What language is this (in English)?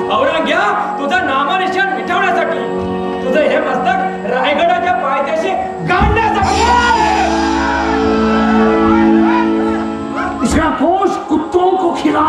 Marathi